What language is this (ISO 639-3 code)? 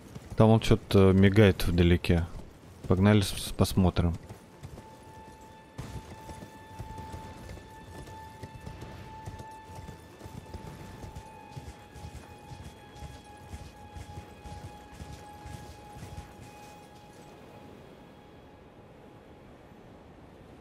rus